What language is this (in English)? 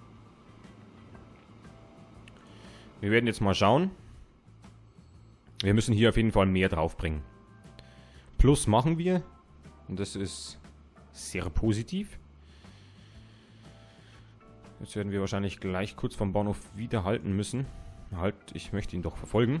German